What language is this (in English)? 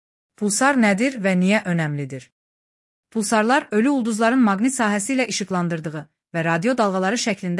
Azerbaijani